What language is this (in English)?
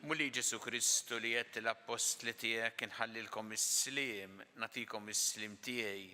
Maltese